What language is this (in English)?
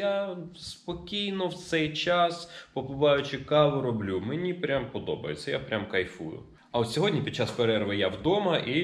Ukrainian